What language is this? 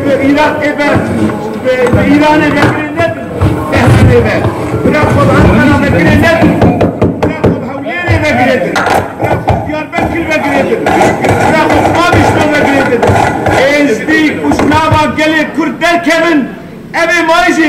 Kurdish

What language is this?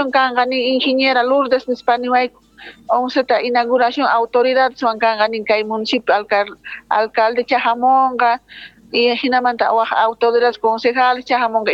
Quechua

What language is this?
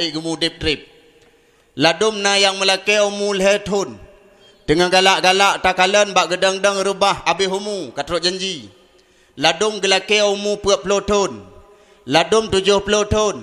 Achinese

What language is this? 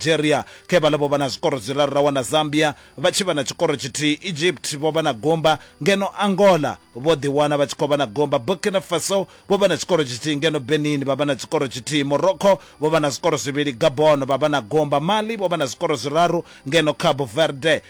Venda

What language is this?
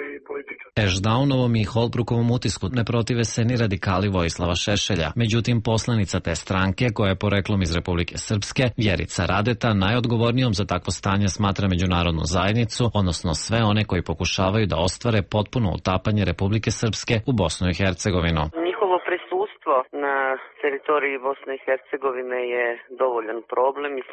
Bosnian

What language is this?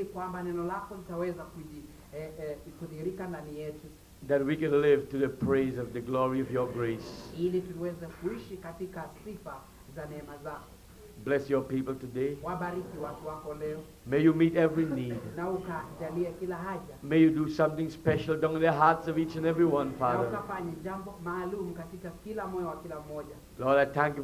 Swahili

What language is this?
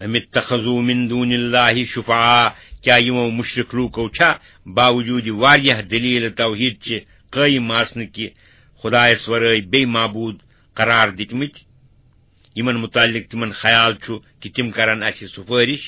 Kashmiri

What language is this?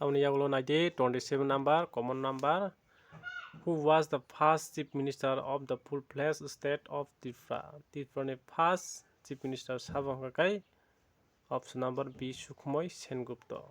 Kok Borok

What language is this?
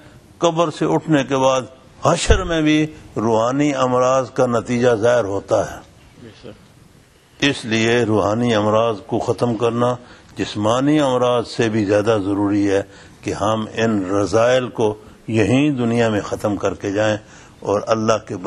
Urdu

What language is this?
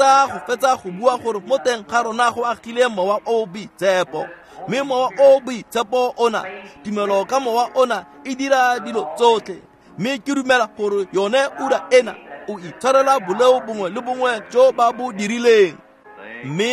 Tswana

